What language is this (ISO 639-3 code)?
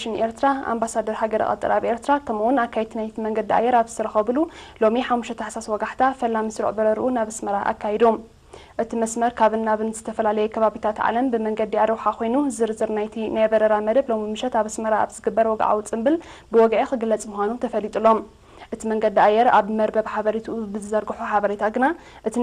tir